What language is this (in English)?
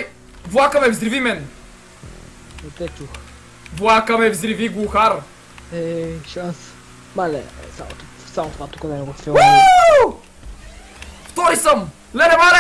Bulgarian